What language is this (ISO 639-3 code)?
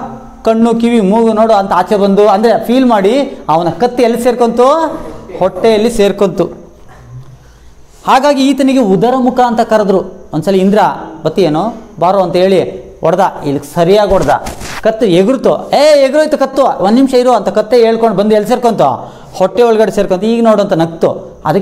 kan